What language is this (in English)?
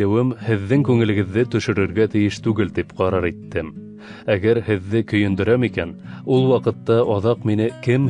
Bashkir